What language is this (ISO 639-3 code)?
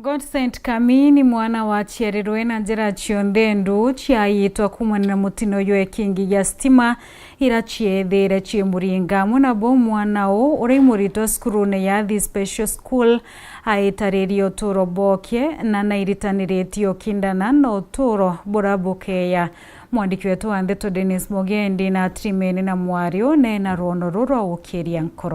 mer